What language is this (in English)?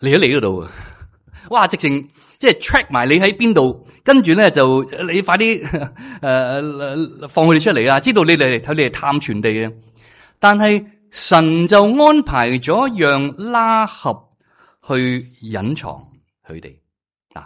Cantonese